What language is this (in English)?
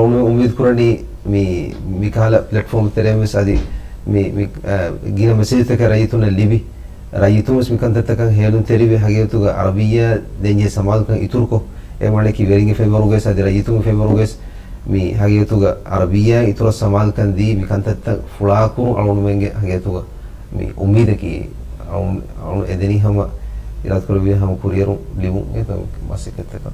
Divehi